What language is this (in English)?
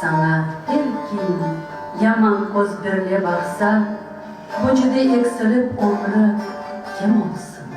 Crimean Tatar